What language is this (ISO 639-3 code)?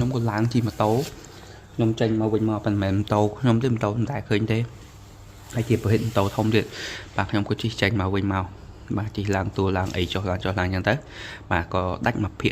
khm